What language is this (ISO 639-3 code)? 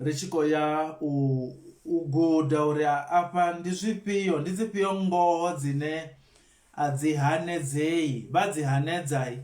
ven